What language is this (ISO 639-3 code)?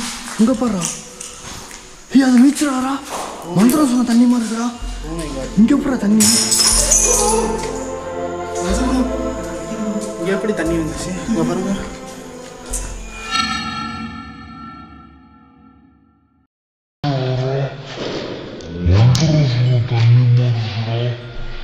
tam